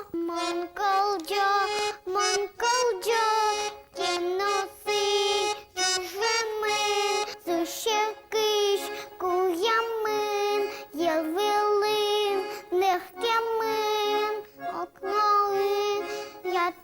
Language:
Udmurt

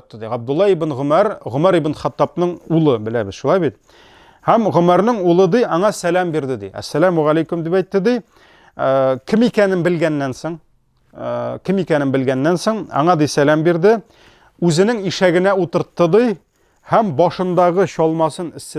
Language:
Tatar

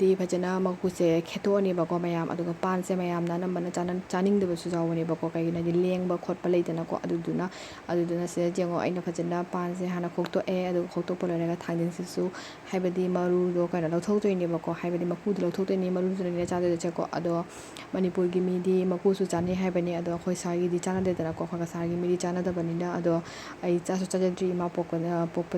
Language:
Manipuri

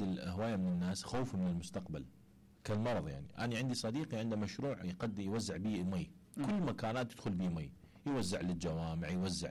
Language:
Mesopotamian Arabic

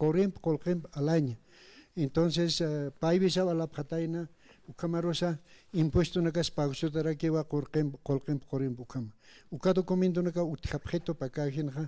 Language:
Aymara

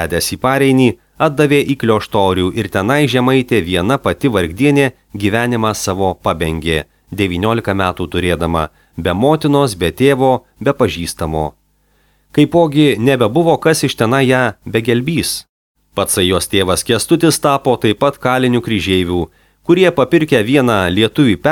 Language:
Lithuanian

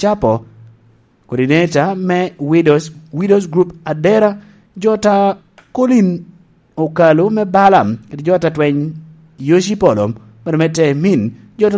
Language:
Lango (Uganda)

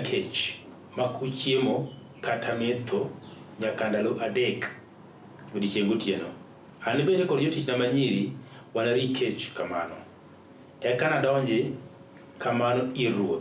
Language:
Luo (Kenya and Tanzania)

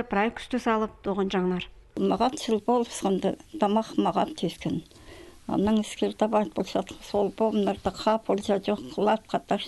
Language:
Khakas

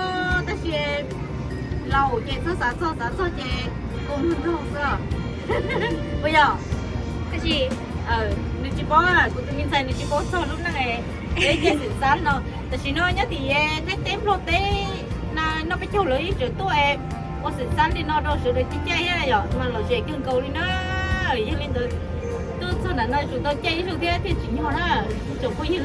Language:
Hmong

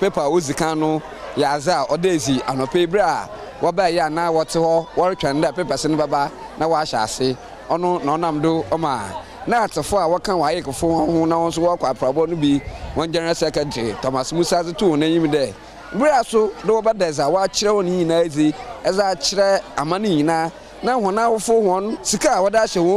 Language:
Akan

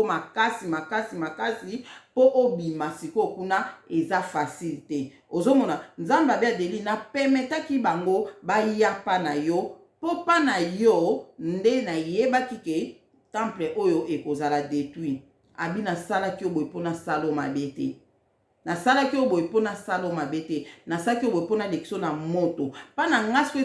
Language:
Lingala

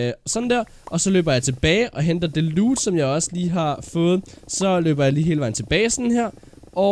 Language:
Danish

